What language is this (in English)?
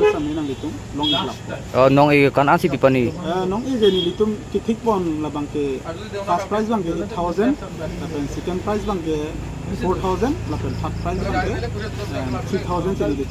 Karbi